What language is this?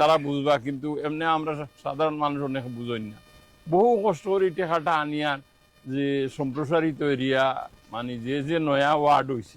Sylheti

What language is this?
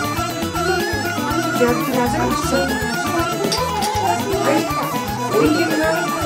Bulgarian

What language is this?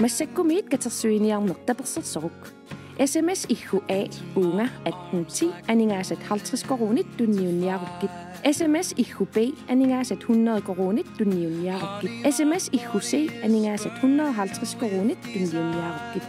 Kalaallisut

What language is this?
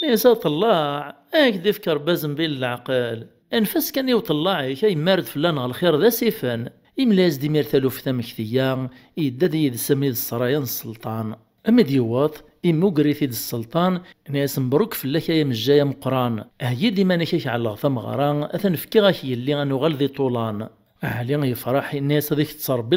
Kabyle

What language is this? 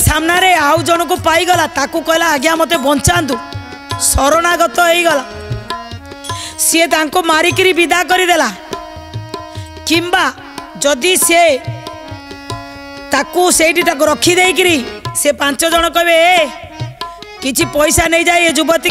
Odia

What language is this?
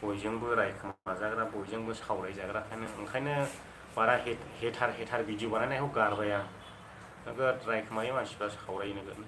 Bodo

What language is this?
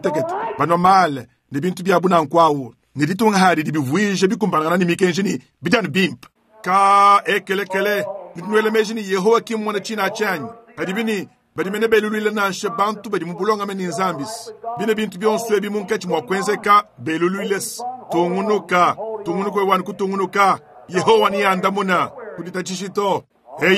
Luba-Lulua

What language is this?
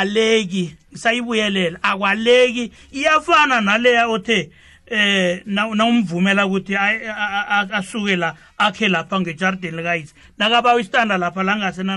South Ndebele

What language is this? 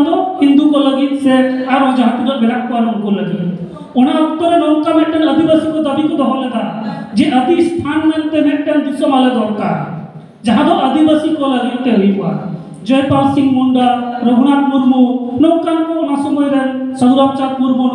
Santali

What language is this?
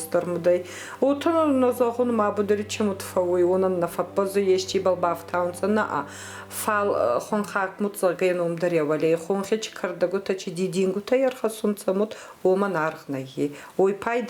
Ossetic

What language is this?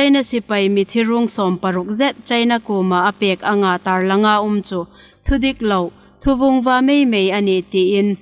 Hmar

